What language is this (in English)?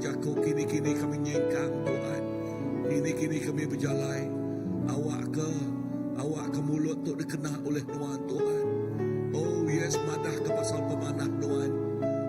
Iban